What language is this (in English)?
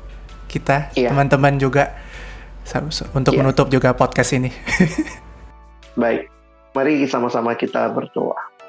Indonesian